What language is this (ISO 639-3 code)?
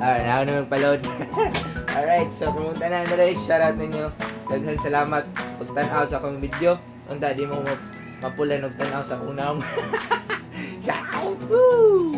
ceb